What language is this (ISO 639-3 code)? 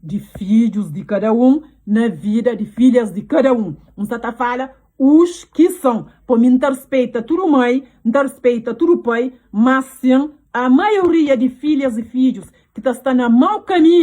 kea